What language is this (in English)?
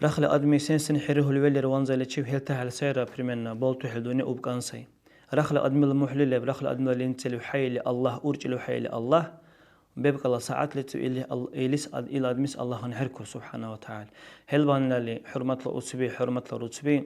Dargwa